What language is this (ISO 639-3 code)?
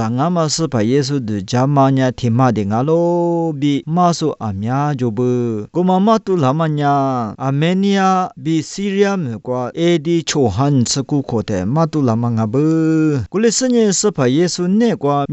lis